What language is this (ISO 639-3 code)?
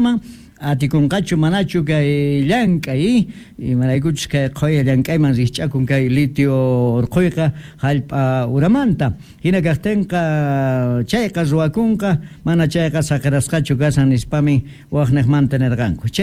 quh